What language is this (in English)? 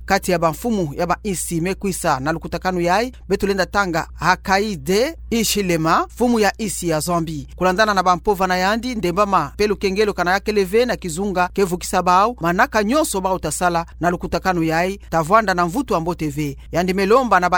Kituba (Democratic Republic of Congo)